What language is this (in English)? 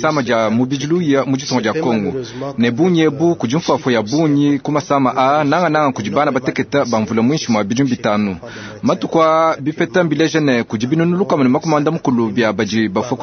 Luba-Lulua